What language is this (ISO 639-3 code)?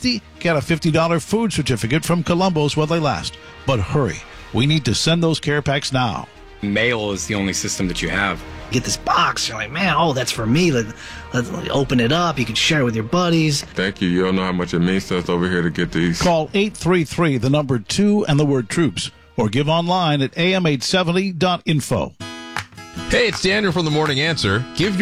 eng